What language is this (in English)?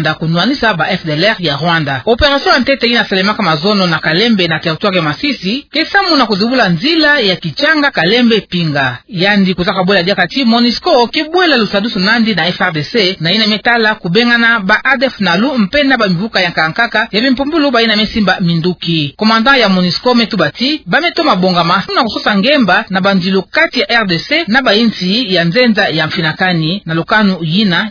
Kituba (Democratic Republic of Congo)